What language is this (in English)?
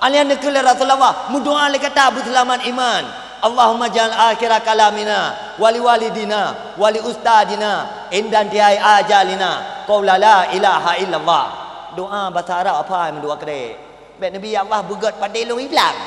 Achinese